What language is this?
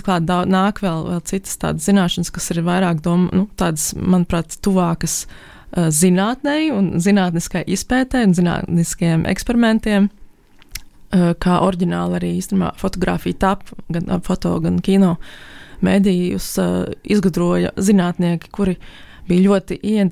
Latvian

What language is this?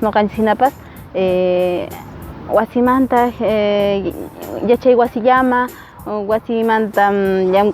Quechua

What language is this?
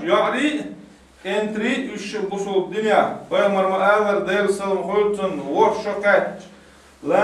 Chechen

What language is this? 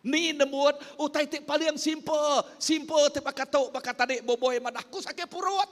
Iban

